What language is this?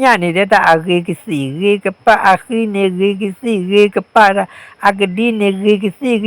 S'gaw Karen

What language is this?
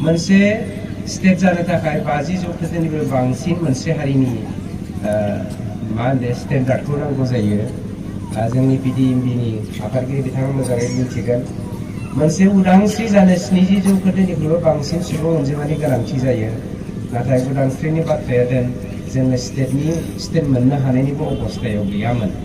Bodo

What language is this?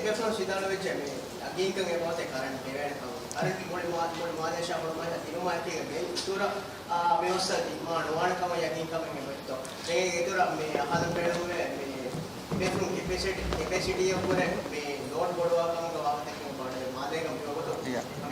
Divehi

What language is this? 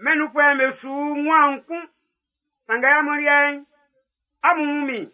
Baoulé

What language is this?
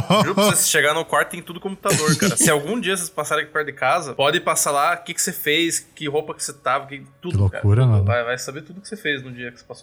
Portuguese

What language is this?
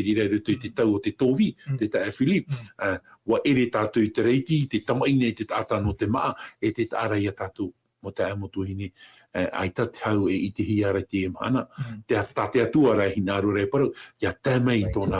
Tahitian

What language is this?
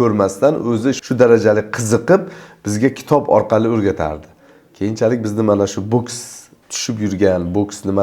Uzbek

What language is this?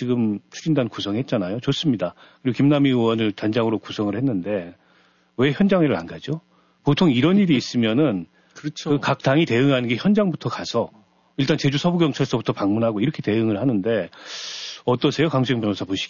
Korean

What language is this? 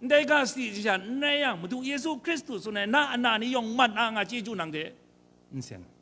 Kachin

